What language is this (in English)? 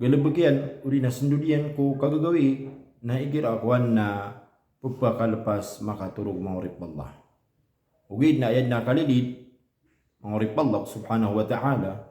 Maranao